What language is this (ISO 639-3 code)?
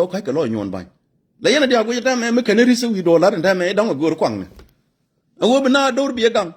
nus